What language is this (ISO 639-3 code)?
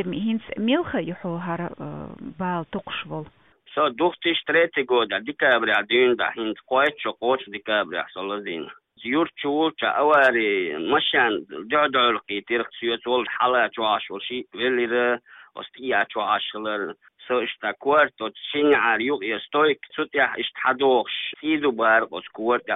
che